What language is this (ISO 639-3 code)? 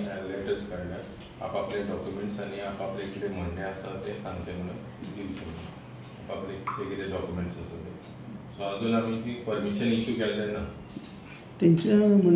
kok